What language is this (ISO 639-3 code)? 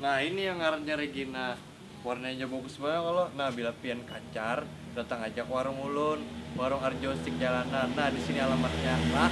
bjn